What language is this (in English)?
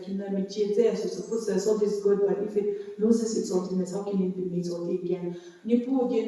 Angami Naga